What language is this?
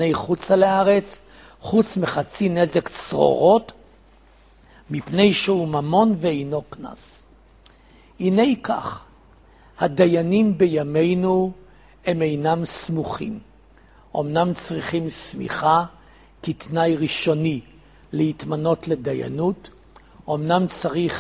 Hebrew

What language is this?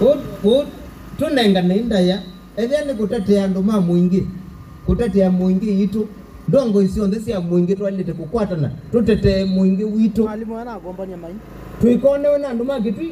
Kamba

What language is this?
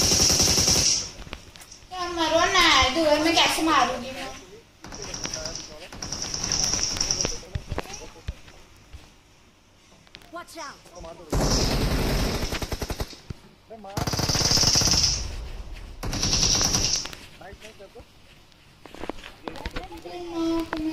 Hindi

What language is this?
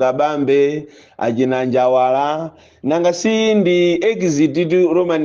Nyanja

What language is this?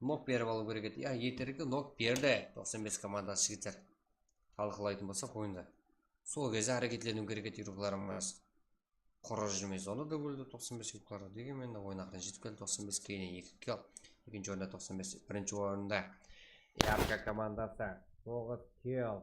Kara-Kalpak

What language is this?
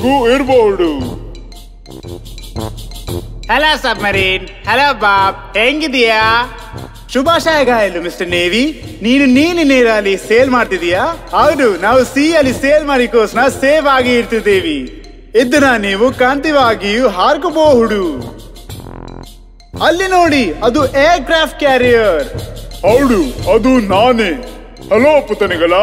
Kannada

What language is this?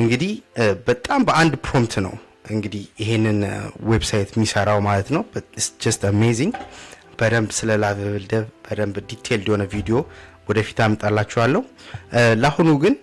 Amharic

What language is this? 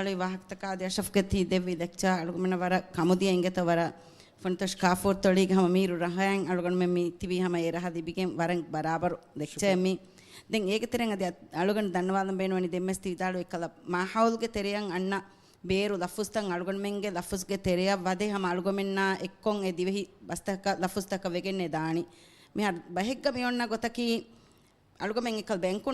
Divehi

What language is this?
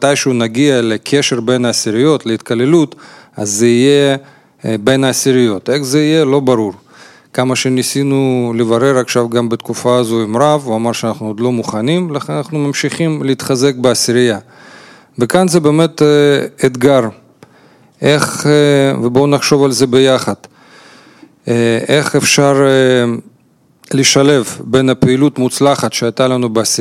Hebrew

